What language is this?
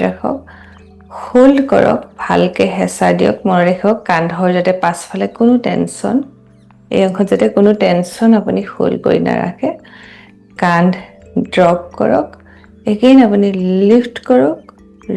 Assamese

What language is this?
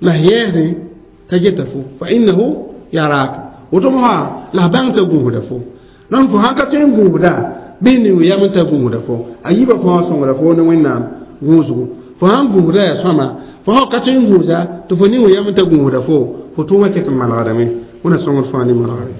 Mossi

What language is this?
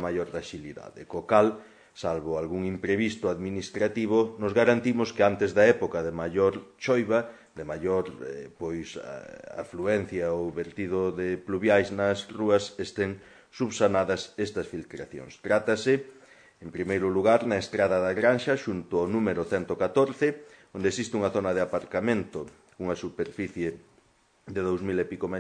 Galician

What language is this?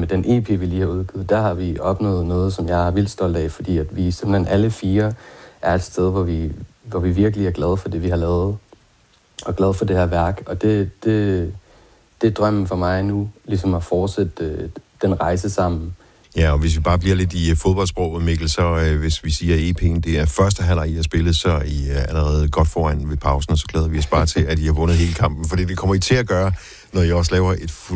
Danish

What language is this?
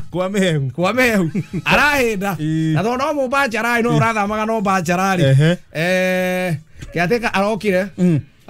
Kikuyu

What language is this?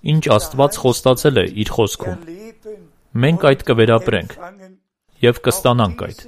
Armenian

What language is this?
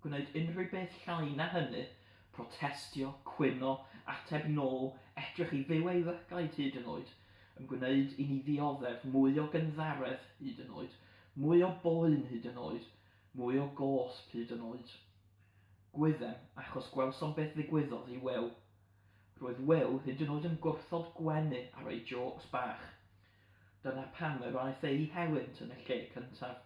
Welsh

